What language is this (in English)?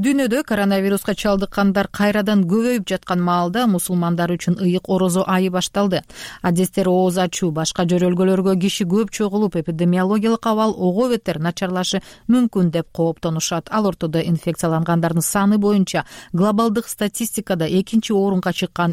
Kyrgyz